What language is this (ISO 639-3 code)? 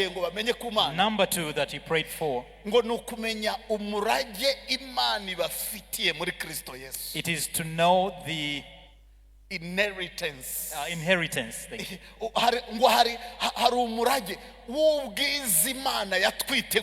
kin